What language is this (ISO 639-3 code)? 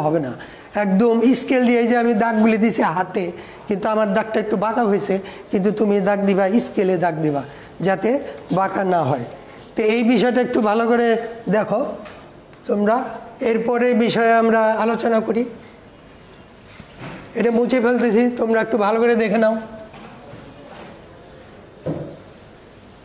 ben